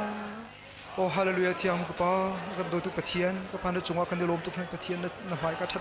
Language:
Hakha Chin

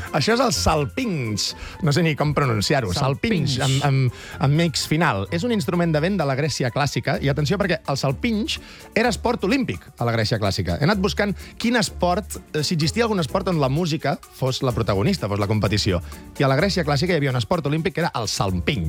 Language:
Catalan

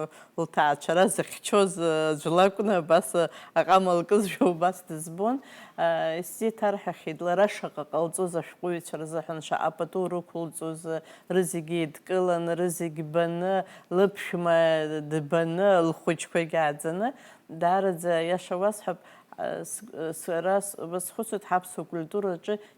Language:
Abkhazian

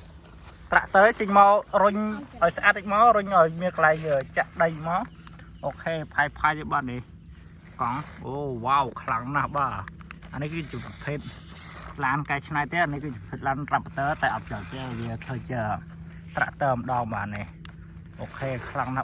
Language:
Khmer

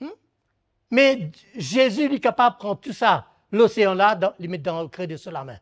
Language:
Morisyen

